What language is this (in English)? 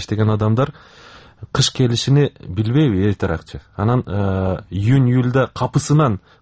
Kyrgyz